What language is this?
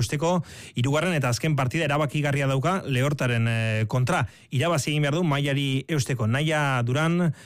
Basque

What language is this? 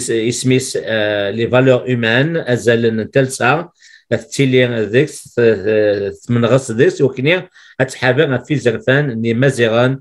Kabyle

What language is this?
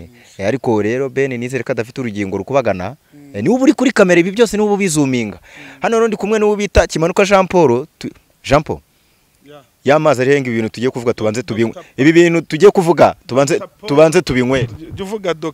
Kinyarwanda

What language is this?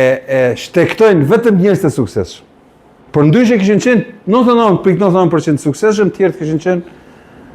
Albanian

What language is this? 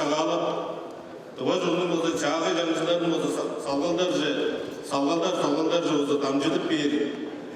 Tuvinian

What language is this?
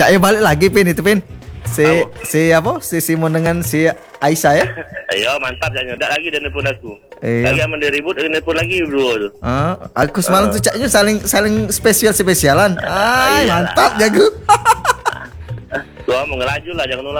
Indonesian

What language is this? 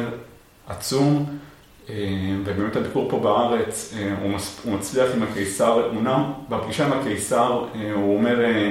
Hebrew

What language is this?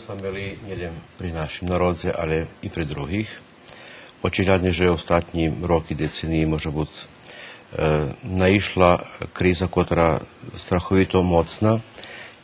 Rusyn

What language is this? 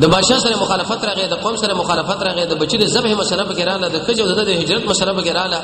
Pashto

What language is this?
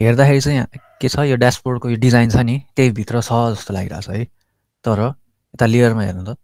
Nepali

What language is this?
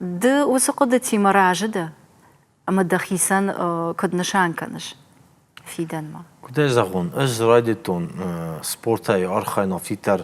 Ossetic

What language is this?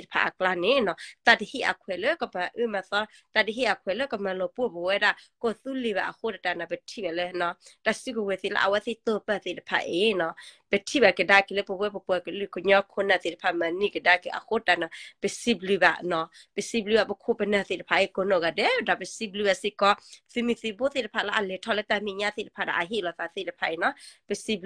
S'gaw Karen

